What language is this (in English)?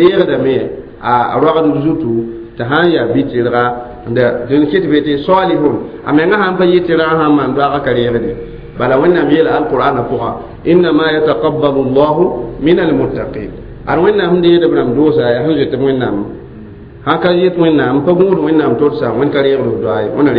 Mossi